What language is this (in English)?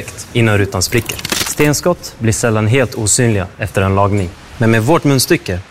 Swedish